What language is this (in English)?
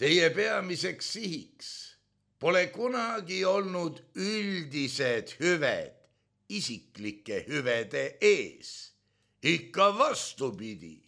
Estonian